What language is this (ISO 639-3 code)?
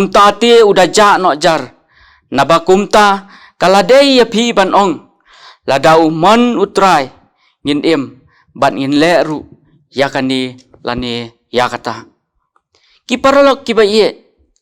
kha